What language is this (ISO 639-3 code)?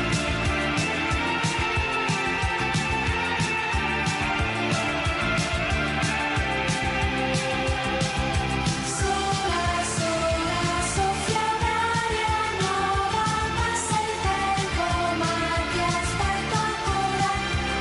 ita